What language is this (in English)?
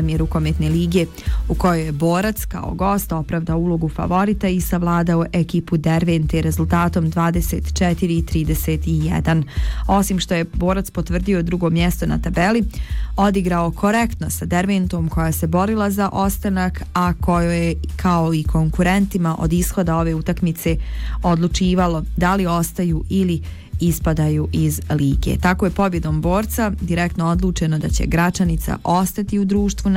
Bosnian